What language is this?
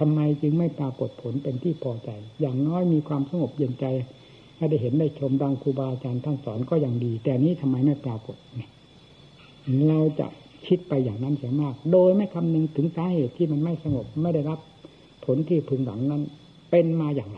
Thai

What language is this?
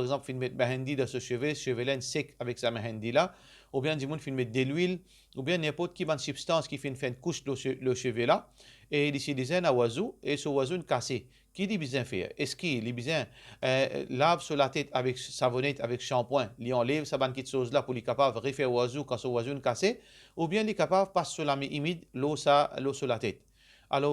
Morisyen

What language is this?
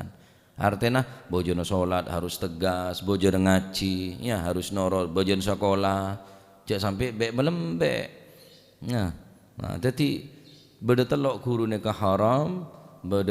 Madurese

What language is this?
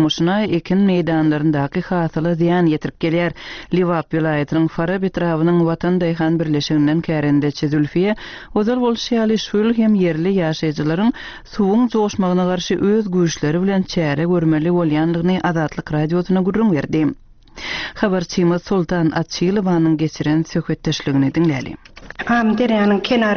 Turkmen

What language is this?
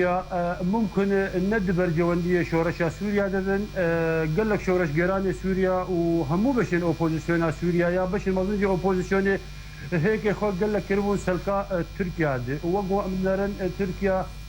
Kurdish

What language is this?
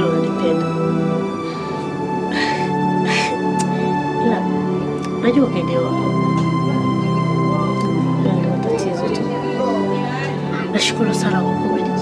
Swahili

